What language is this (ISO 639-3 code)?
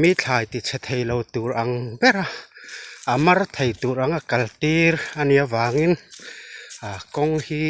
lus